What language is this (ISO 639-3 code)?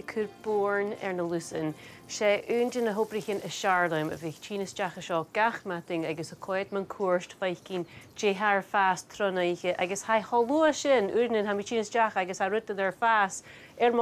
gla